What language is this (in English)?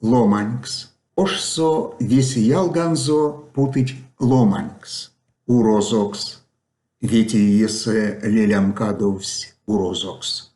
Erzya